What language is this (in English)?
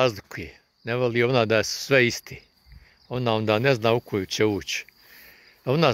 Bosnian